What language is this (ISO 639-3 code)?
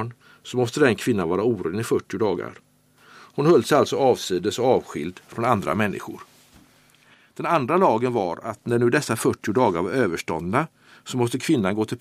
swe